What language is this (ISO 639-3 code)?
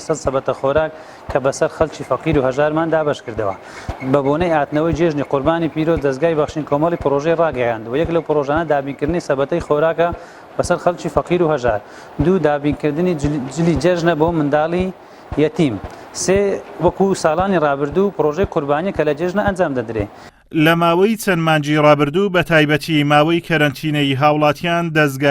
ckb